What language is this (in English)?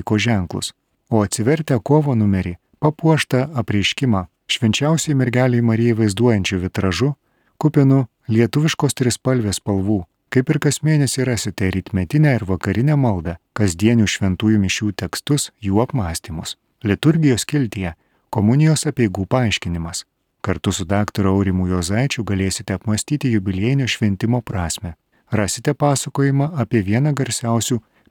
Lithuanian